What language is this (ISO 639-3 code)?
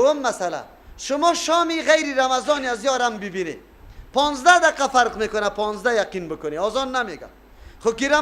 fas